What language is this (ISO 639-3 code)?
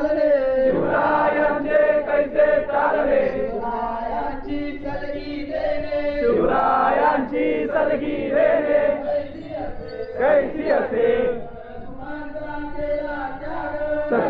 mar